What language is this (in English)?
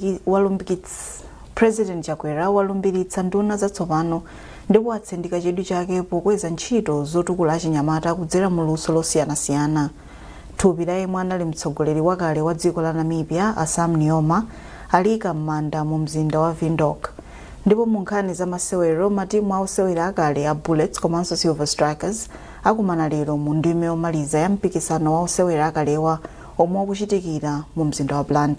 Nyanja